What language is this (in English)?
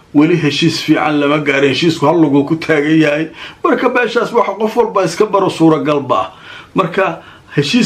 Somali